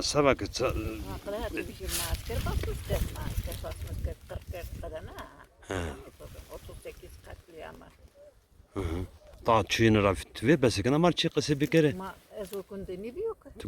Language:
Zaza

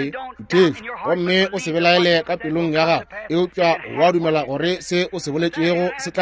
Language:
Northern Sotho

